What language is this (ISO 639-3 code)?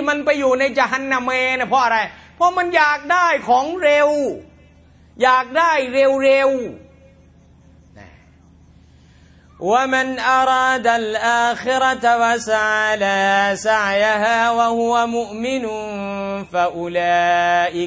tha